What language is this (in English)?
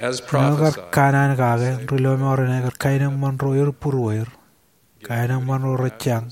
Marshallese